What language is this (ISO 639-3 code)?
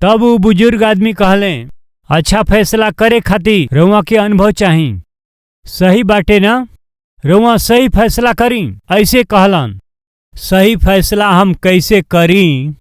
bho